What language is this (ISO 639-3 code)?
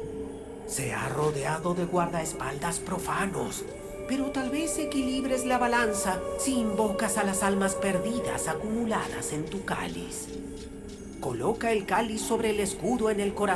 spa